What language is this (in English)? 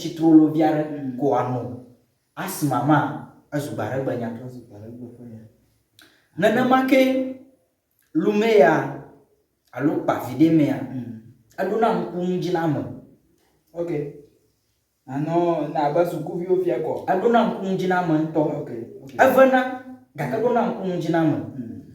Ewe